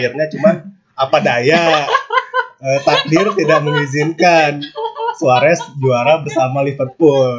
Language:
Indonesian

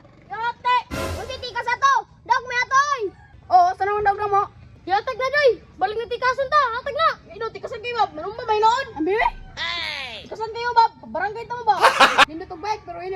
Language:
Cebuano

